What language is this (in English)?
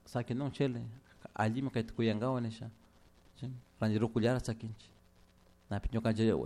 Chimborazo Highland Quichua